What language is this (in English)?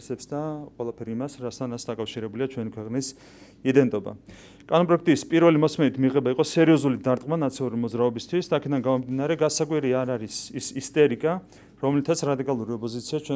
Georgian